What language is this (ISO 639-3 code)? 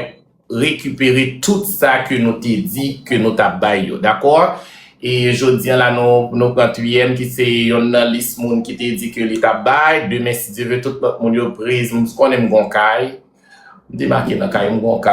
hat